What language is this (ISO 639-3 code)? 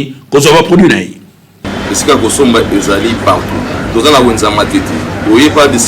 lin